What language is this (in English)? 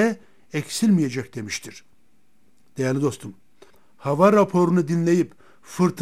Turkish